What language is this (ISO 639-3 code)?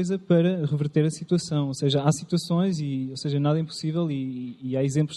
por